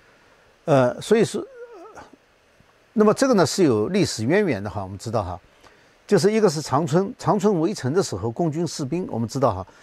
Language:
Chinese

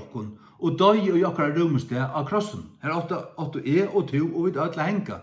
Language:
Faroese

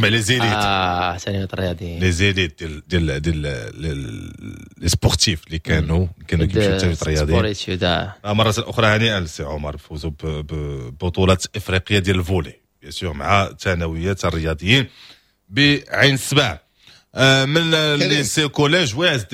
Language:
Moroccan Arabic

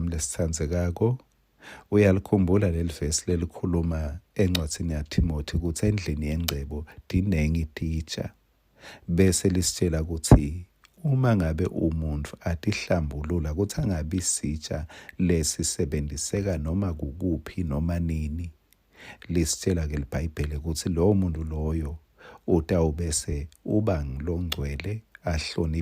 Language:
Swati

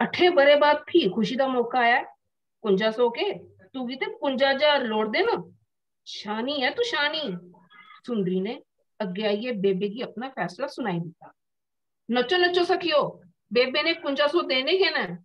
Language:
Dogri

